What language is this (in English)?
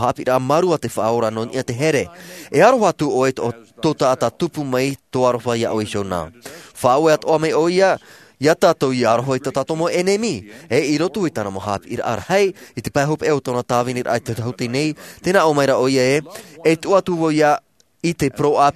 Tahitian